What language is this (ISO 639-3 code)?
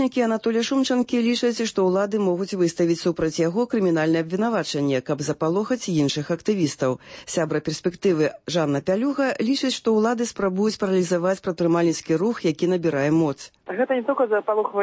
bel